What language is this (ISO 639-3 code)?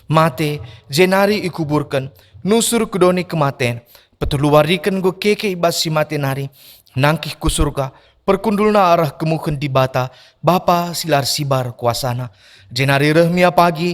btx